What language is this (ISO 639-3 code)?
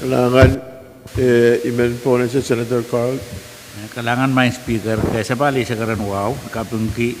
pon